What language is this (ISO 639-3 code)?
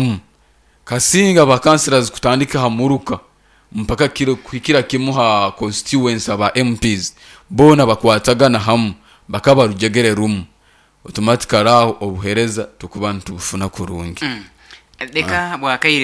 nyn